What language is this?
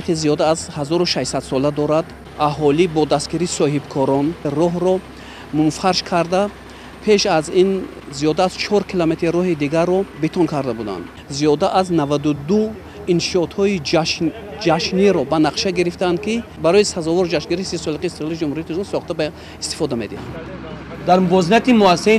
Tajik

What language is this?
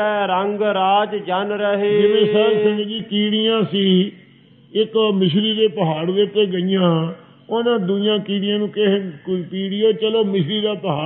Punjabi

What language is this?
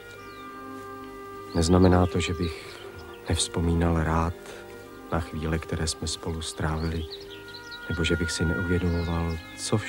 Czech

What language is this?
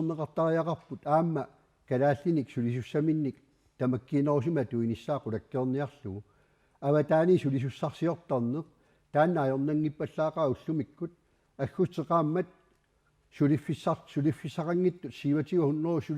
Kalaallisut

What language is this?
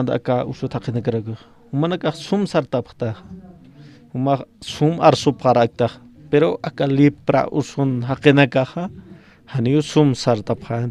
Aymara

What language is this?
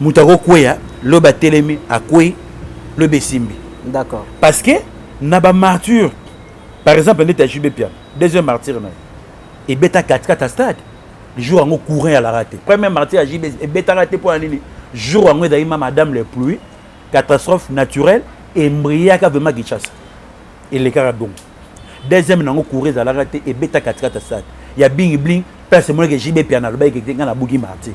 Lingala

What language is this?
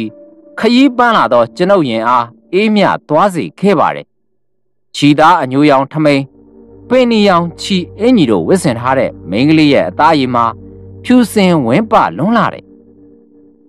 Burmese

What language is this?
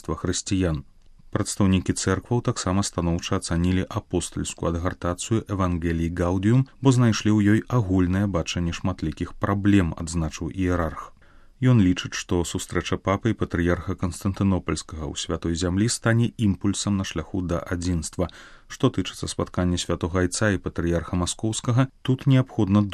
Belarusian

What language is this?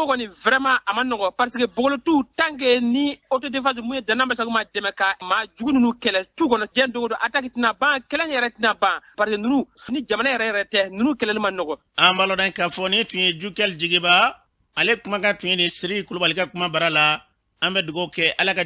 Bambara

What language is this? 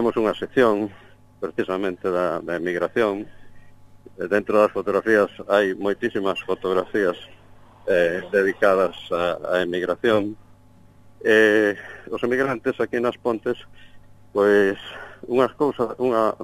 Galician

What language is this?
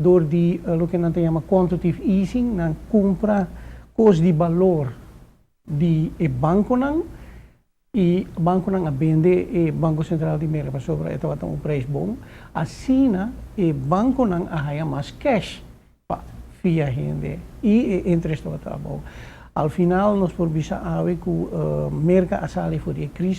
Papiamento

